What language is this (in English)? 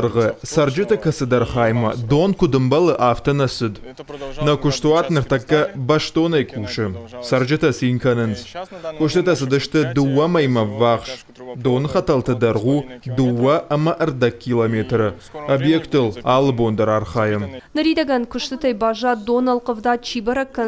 Ossetic